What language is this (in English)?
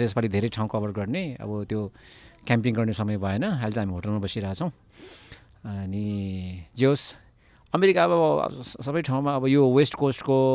Nepali